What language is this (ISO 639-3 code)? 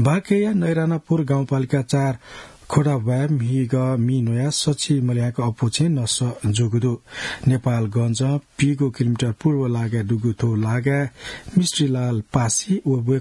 new